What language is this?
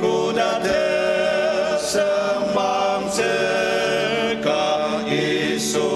Ao Naga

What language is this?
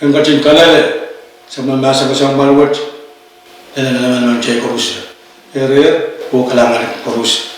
Pohnpeian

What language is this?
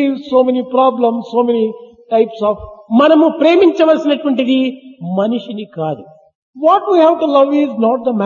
Telugu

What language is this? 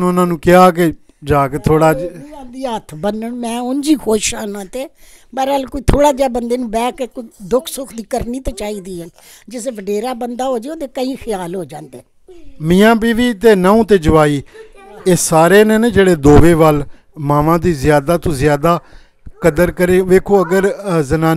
Punjabi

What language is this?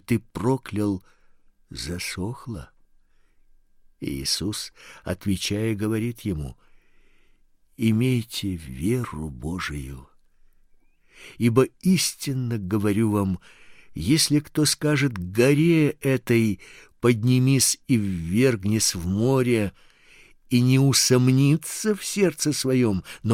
Russian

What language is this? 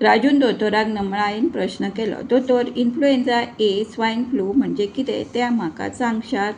Konkani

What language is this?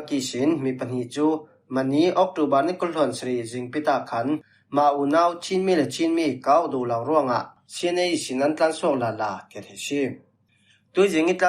Falam Chin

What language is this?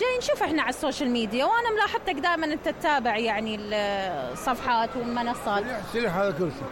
Mesopotamian Arabic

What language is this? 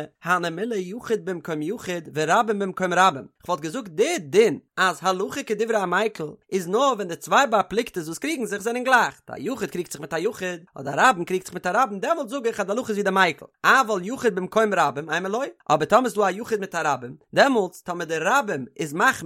Yiddish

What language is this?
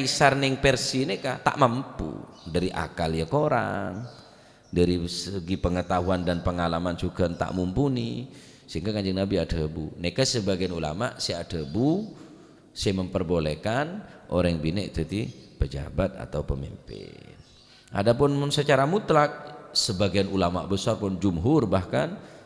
Madurese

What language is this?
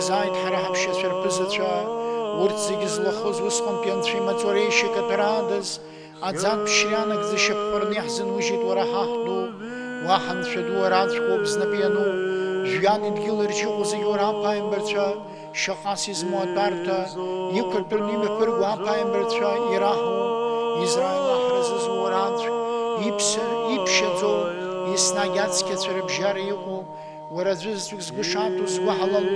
Abkhazian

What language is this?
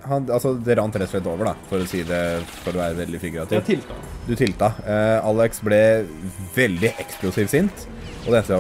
Norwegian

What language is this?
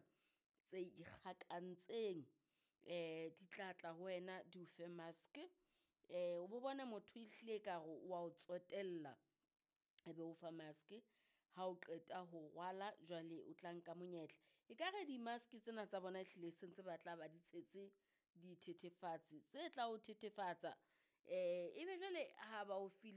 Southern Sotho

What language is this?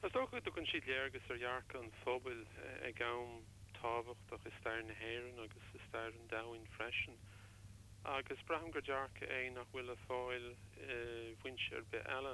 Irish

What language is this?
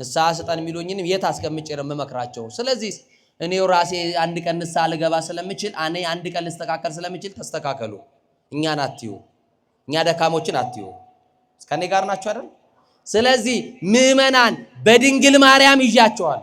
Amharic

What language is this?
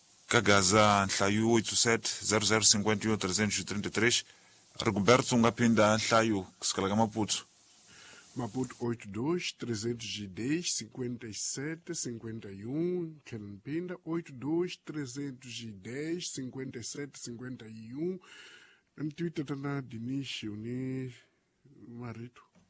Tsonga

